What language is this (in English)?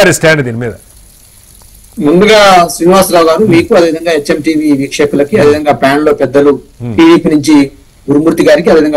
Telugu